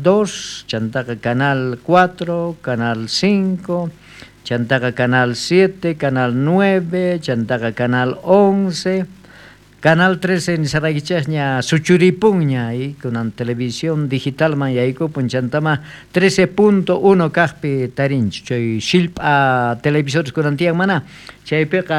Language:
South Bolivian Quechua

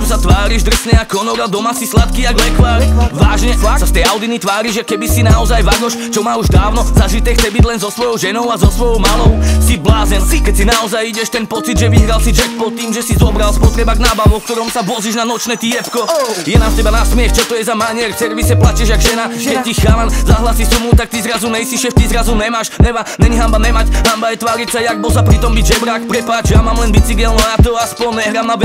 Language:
Slovak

